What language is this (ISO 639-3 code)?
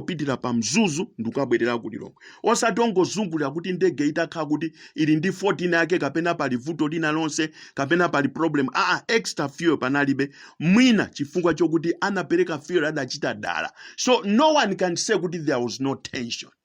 nya